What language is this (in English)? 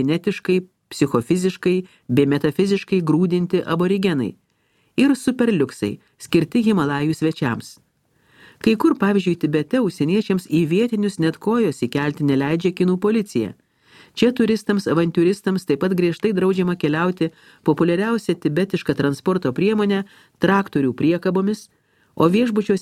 Lithuanian